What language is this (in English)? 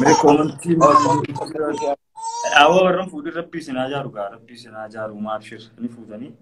Oromo